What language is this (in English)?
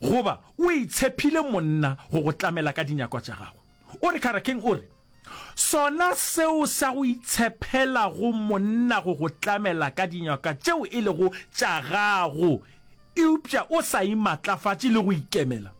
Northern Sotho